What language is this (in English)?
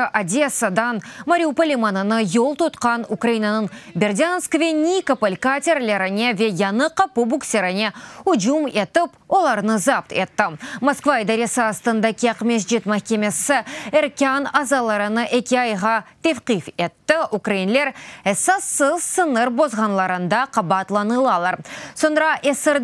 Crimean Tatar